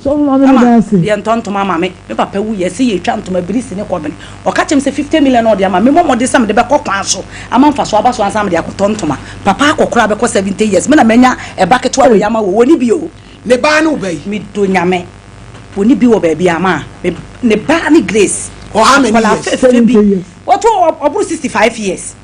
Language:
Akan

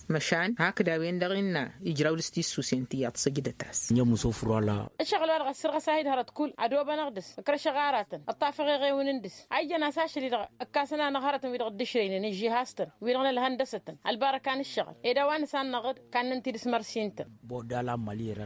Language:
Tamasheq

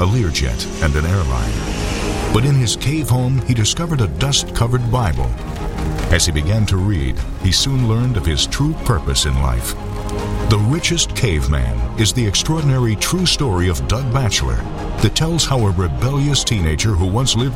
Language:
English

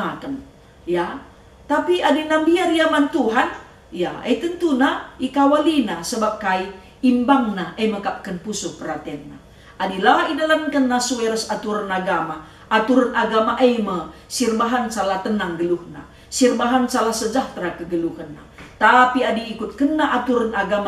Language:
Batak Karo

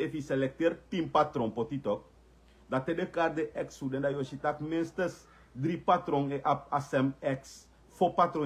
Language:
Sranan Tongo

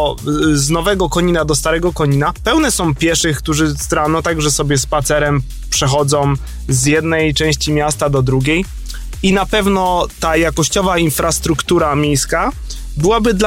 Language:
Polish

